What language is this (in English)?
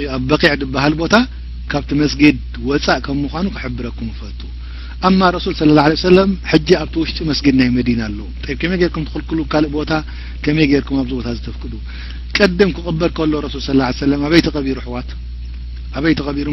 Tigrinya